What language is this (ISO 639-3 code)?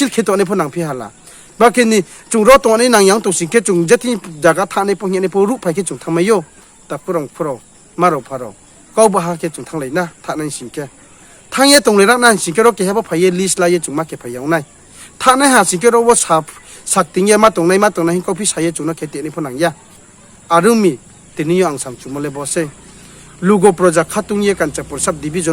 ria